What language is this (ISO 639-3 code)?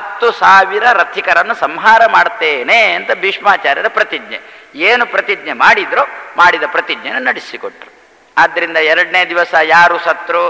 kan